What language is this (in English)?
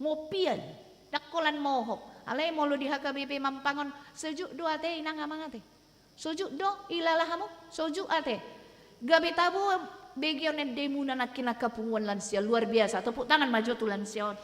Batak Toba